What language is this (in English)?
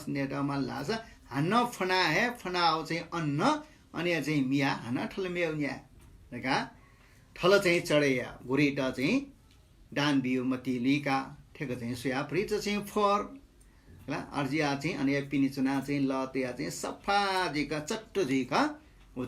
Newari